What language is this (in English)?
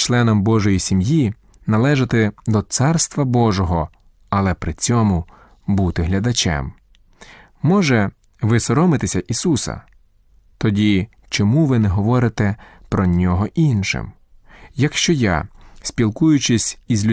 Ukrainian